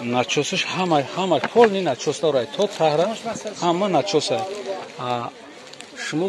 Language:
Tajik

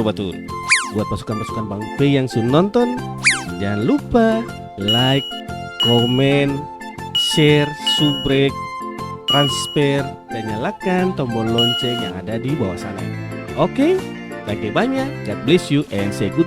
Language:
Ambonese Malay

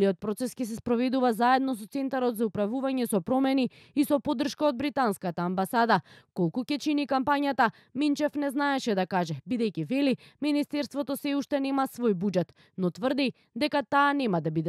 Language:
Macedonian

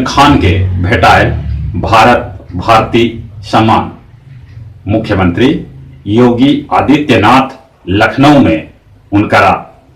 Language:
Magahi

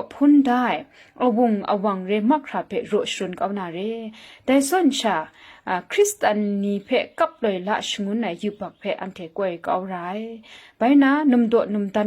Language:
Kachin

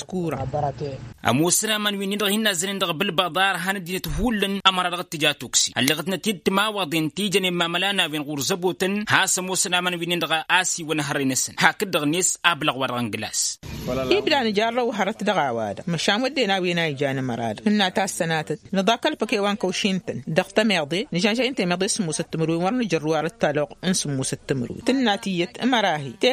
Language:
Tamasheq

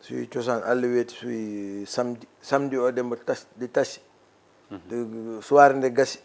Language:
Fula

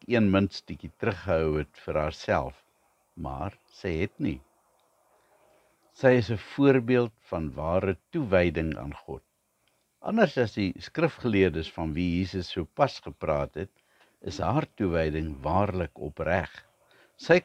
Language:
Afrikaans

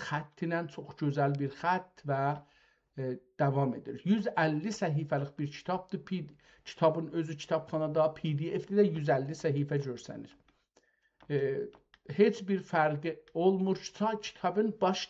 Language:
South Azerbaijani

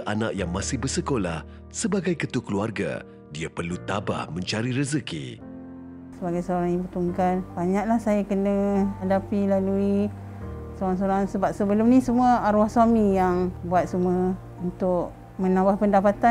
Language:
Malay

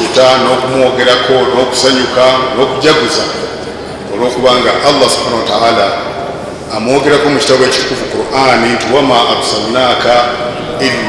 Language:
Ganda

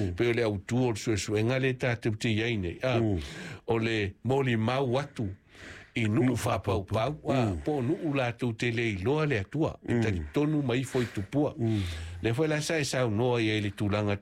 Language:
Samoan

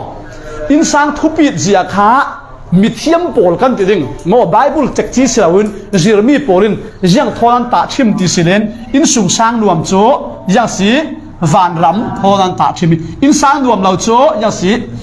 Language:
Falam Chin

